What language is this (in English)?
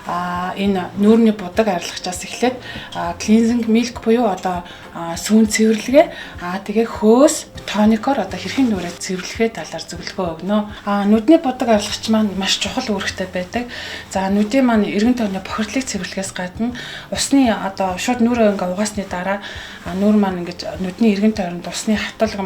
Mongolian